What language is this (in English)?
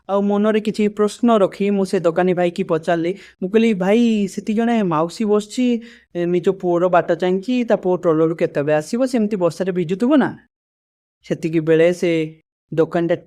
Odia